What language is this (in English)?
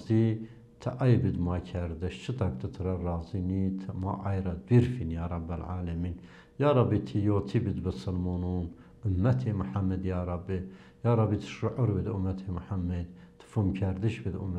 Zaza